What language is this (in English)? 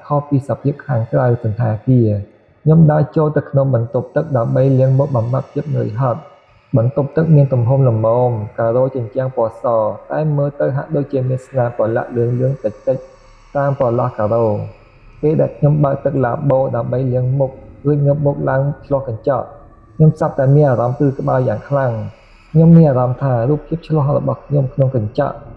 Khmer